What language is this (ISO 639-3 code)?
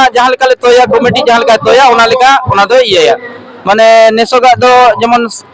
sat